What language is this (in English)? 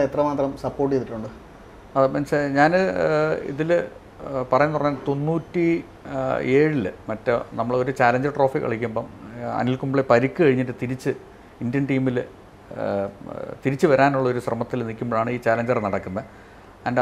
Malayalam